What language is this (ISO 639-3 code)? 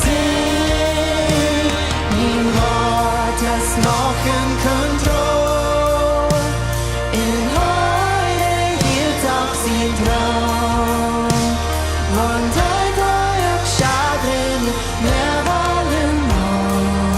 pdt